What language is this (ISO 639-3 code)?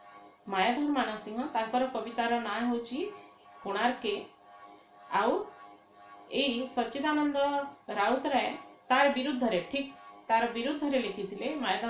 ori